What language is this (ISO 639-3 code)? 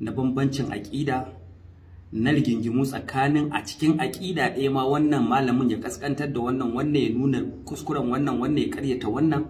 hau